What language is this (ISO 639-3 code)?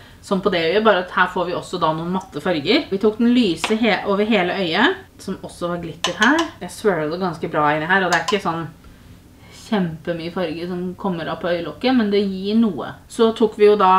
nor